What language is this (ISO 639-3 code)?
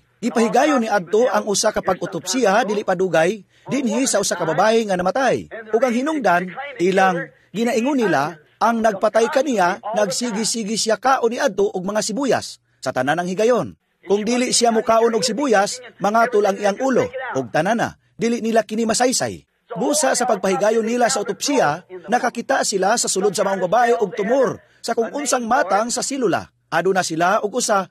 ceb